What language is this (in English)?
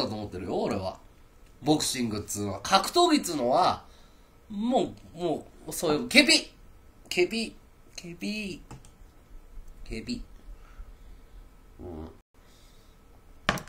Japanese